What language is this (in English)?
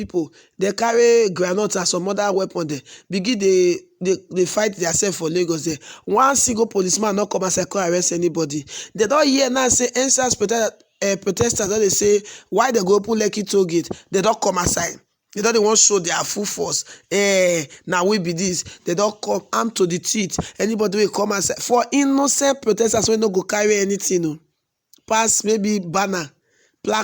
Nigerian Pidgin